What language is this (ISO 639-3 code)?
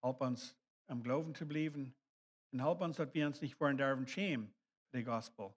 pdt